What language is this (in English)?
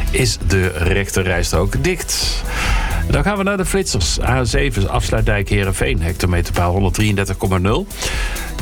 Dutch